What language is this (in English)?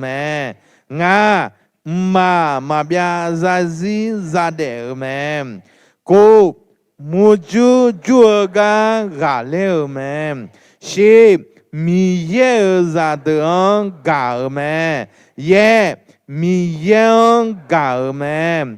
Akha